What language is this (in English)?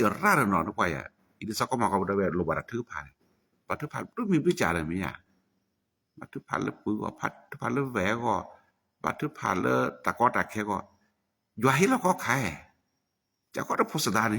S'gaw Karen